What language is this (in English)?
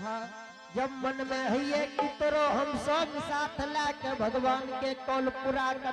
Angika